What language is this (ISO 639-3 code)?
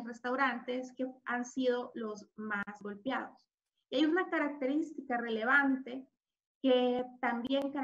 spa